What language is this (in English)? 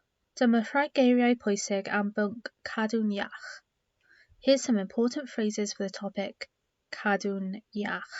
Welsh